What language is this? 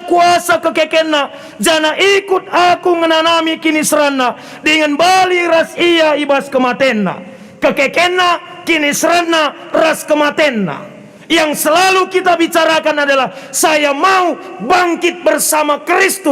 Batak Karo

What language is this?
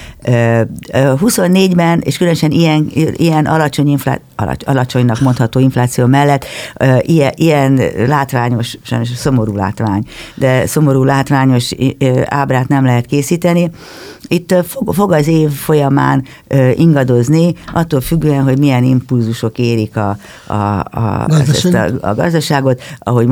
Hungarian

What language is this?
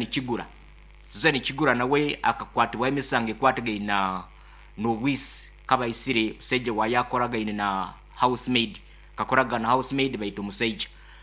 Nyankole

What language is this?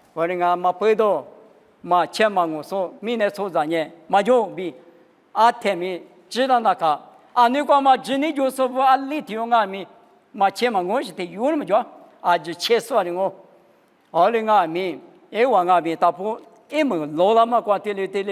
Lisu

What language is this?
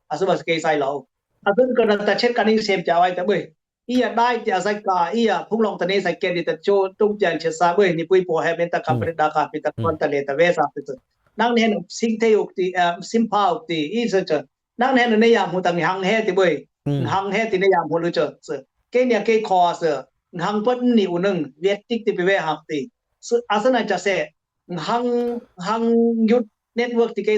Dimasa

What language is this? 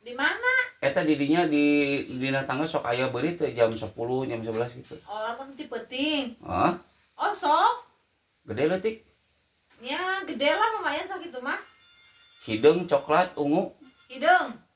Sundanese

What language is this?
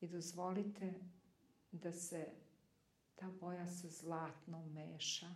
Serbian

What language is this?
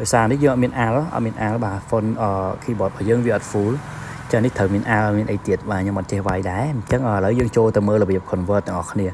Khmer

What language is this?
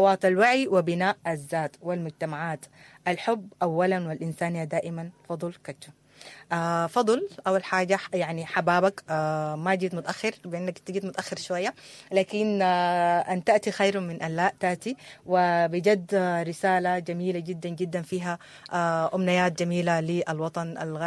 Sudanese Arabic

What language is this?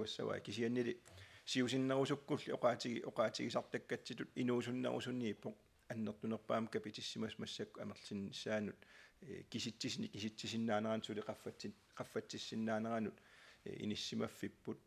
Kalaallisut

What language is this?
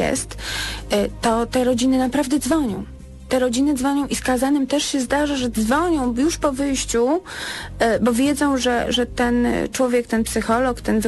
Polish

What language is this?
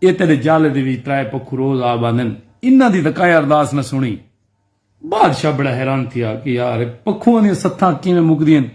Saraiki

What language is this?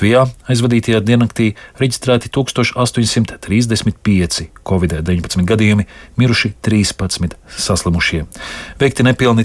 Latvian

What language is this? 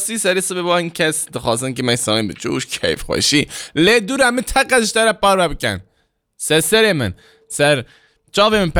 Kurdish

